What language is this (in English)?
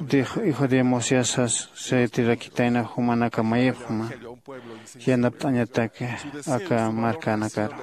Aymara